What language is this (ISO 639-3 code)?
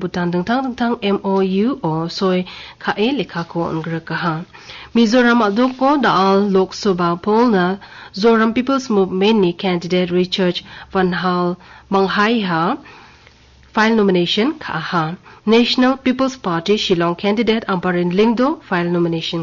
grt